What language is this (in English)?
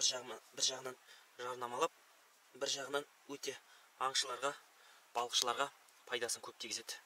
Kazakh